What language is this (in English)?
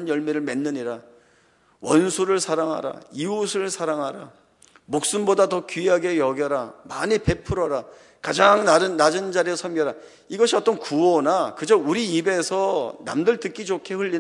Korean